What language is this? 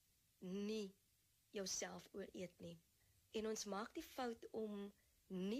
Afrikaans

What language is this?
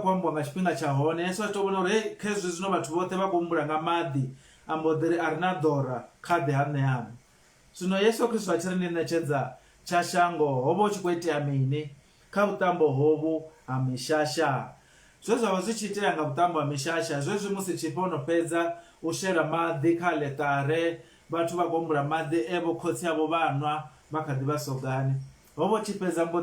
Venda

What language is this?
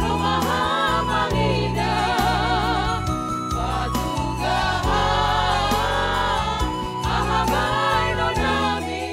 Batak Simalungun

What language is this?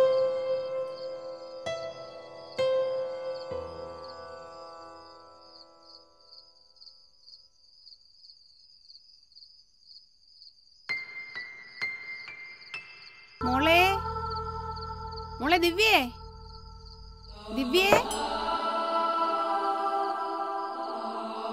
Malayalam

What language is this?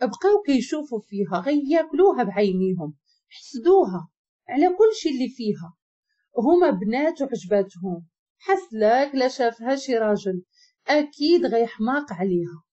Moroccan Arabic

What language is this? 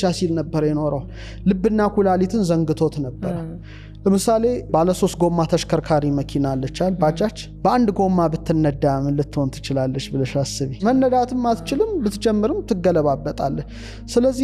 Amharic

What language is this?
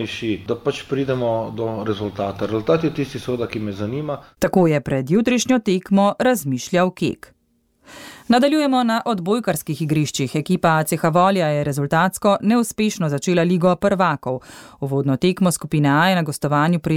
Slovenian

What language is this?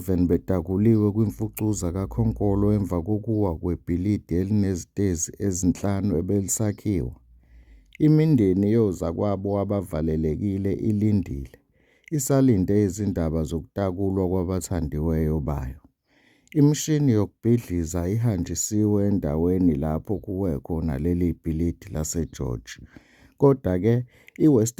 Zulu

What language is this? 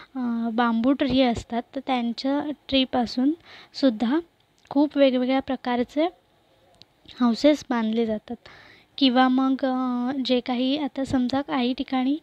Marathi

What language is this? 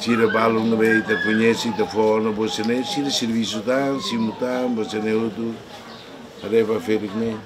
Tetum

